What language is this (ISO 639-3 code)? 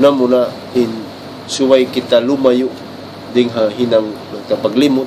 tsg